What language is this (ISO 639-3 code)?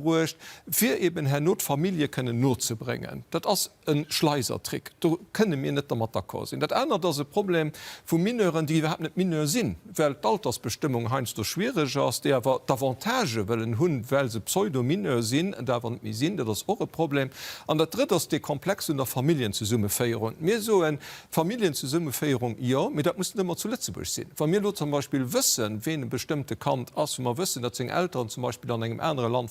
ltz